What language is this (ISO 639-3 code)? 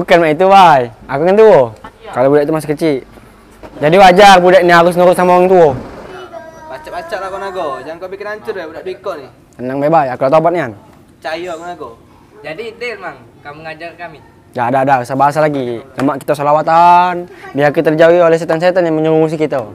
mui